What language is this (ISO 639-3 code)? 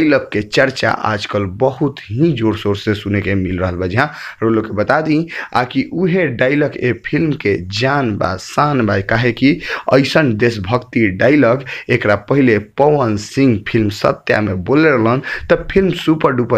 bho